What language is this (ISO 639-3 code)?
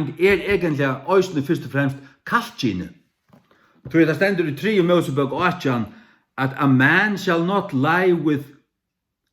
fao